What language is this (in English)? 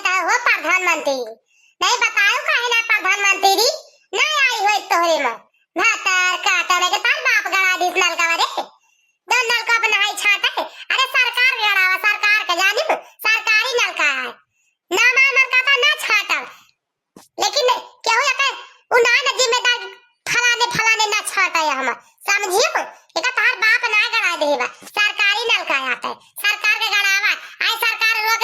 Awadhi